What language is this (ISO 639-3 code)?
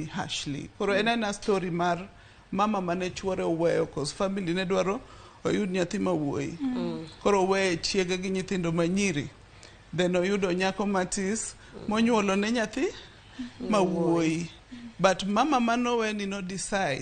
luo